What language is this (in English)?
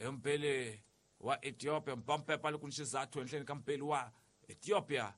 Tsonga